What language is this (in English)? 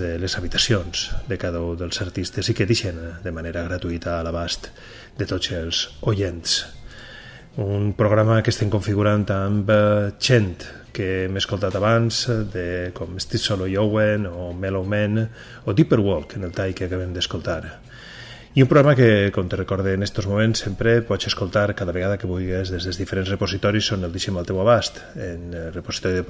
Catalan